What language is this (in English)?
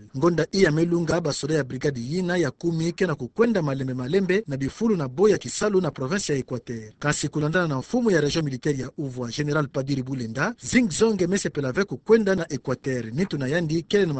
Kituba (Democratic Republic of Congo)